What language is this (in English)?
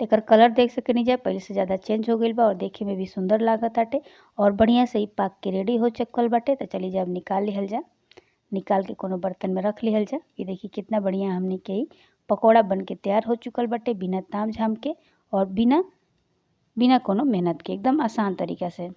Bhojpuri